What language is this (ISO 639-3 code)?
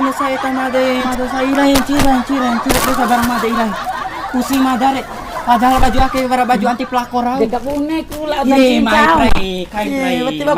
bhp